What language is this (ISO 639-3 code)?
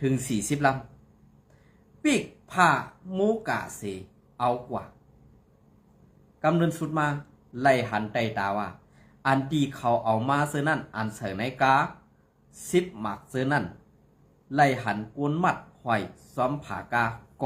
shn